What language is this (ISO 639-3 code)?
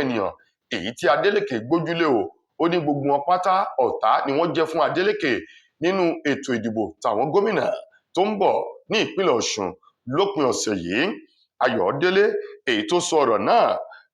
yor